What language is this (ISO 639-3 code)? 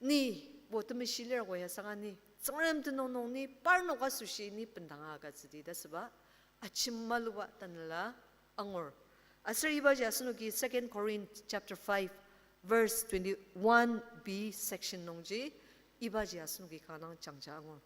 njo